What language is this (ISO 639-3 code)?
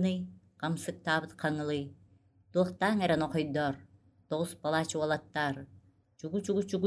sah